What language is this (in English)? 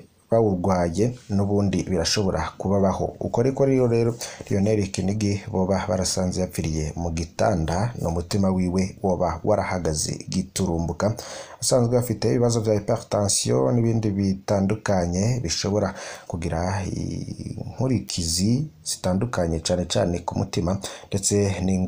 Rundi